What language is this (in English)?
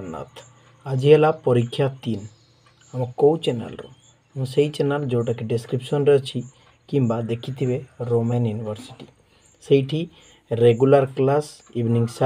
Odia